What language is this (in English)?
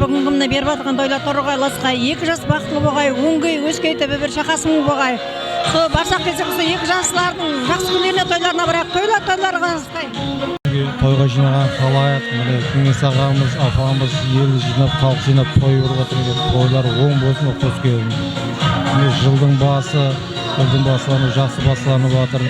Kara-Kalpak